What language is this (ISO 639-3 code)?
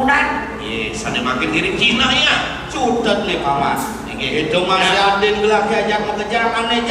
ban